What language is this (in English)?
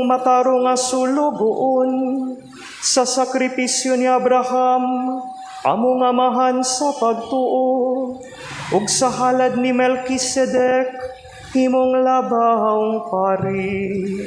Cebuano